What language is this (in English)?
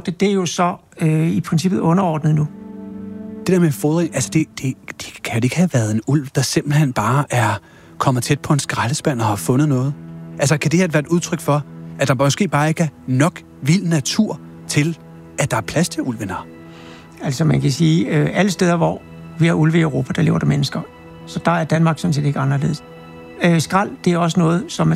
Danish